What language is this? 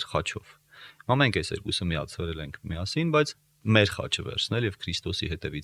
Armenian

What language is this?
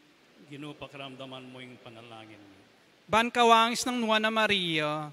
Pampanga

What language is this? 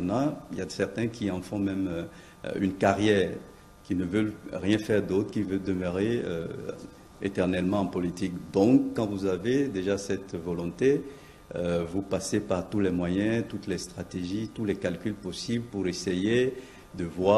French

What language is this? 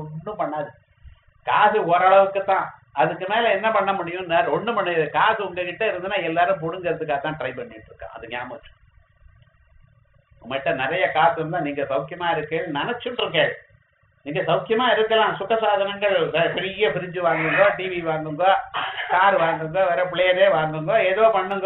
Tamil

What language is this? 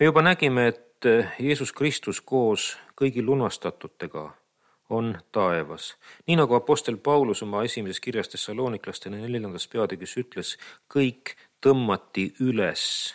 Estonian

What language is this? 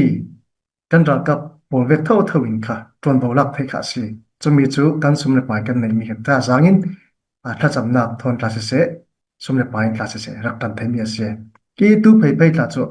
Falam Chin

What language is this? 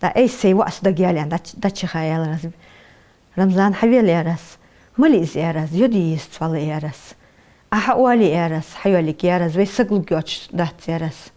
Ingush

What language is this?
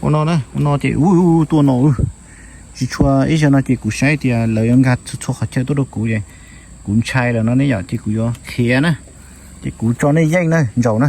Hmong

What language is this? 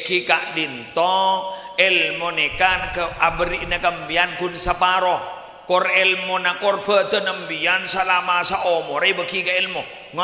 Madurese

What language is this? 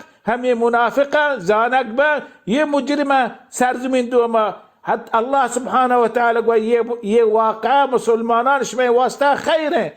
Baluchi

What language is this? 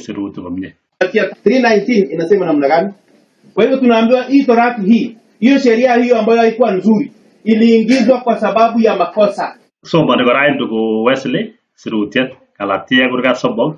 Kalenjin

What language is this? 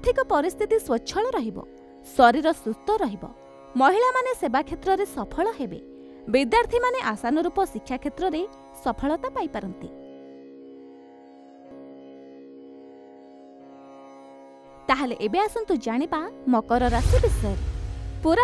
Odia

